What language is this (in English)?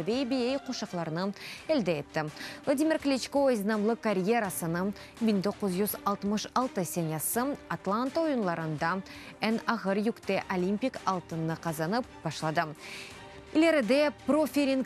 Crimean Tatar